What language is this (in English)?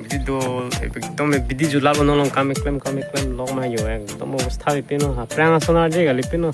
Karbi